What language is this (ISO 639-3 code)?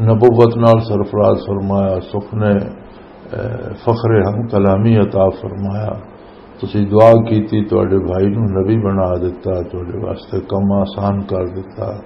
lah